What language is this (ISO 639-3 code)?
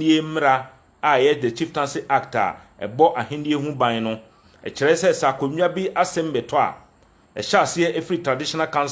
aka